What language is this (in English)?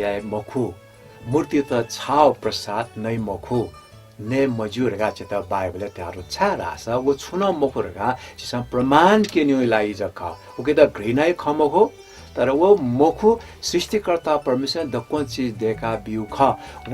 Newari